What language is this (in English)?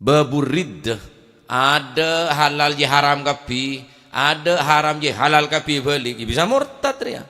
Madurese